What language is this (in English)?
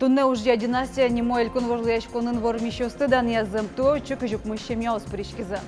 Udmurt